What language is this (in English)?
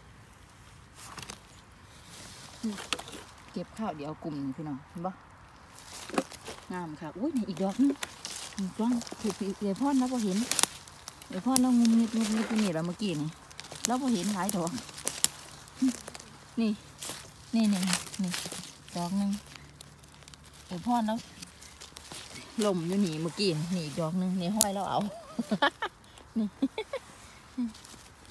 Thai